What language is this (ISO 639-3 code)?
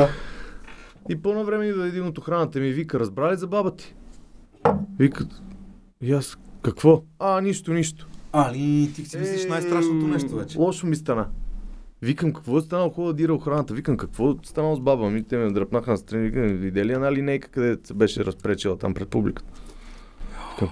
bul